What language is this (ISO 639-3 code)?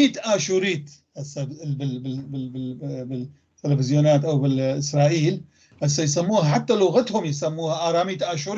apc